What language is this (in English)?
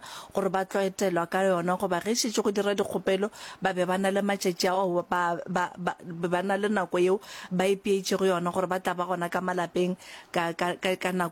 Northern Sotho